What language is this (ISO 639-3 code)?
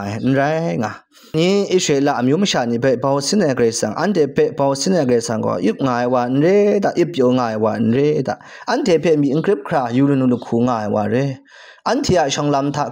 kac